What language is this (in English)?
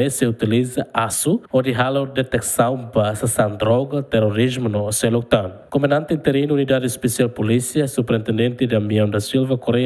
Tetum